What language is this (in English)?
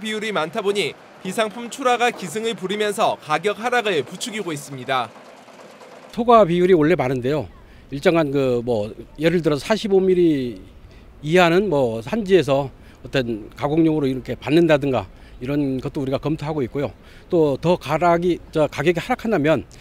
Korean